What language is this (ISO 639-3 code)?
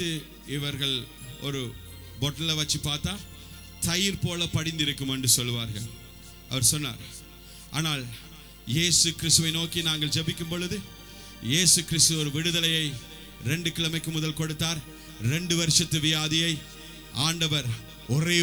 tam